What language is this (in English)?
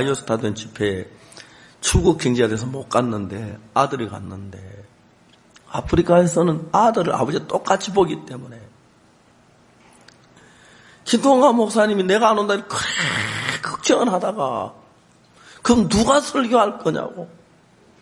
Korean